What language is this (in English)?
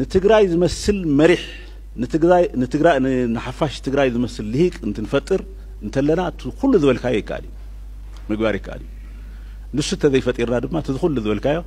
Tigrinya